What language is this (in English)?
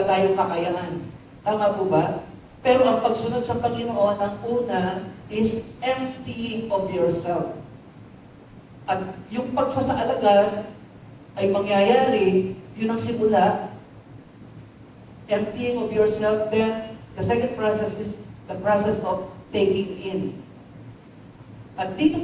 Filipino